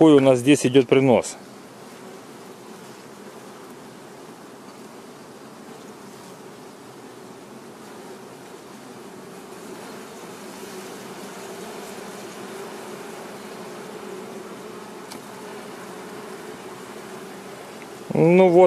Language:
Russian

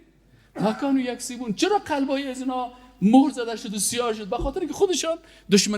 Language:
Persian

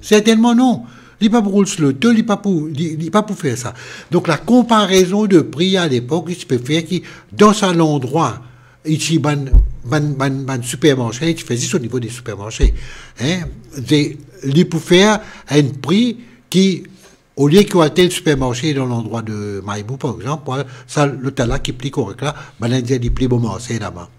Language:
Morisyen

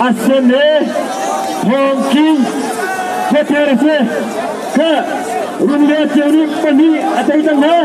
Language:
Hakha Chin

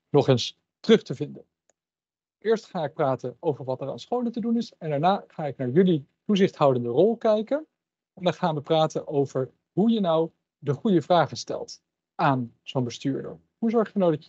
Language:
Dutch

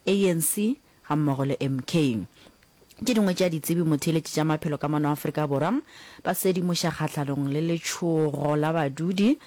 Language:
Northern Sotho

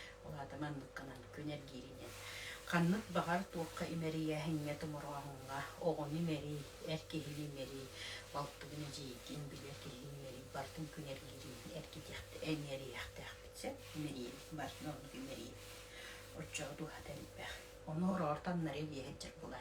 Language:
Yakut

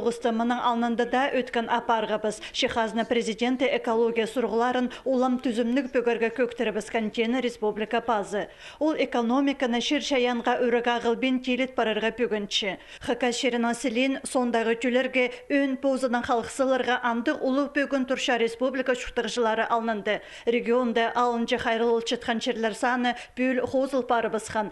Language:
Khakas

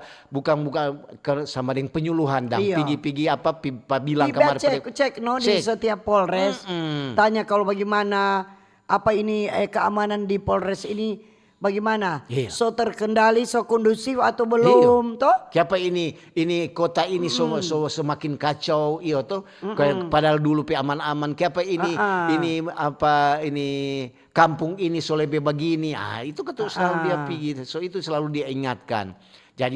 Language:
Manado Malay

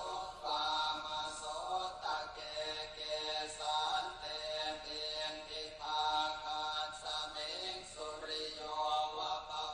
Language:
Pali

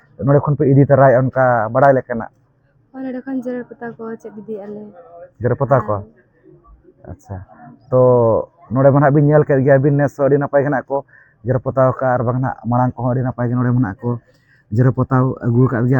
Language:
Santali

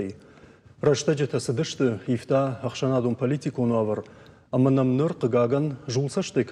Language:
Ossetic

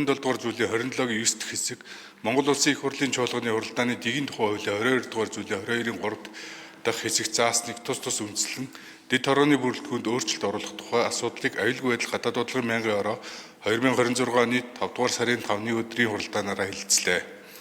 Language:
Mongolian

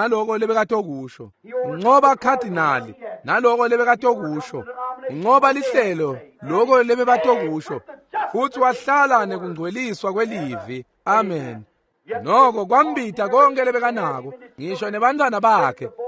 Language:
Swati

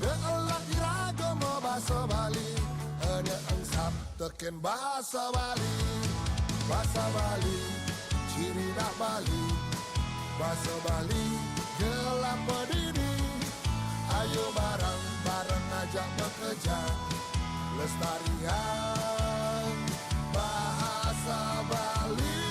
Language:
Balinese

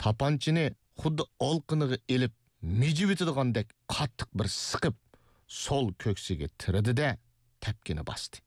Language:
Uyghur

